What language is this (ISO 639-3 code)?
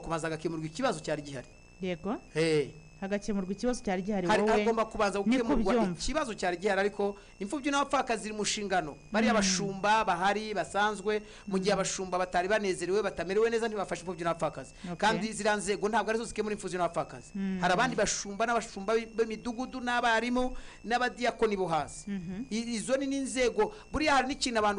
kin